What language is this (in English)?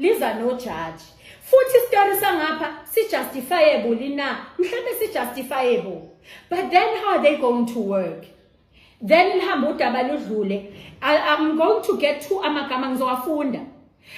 Zulu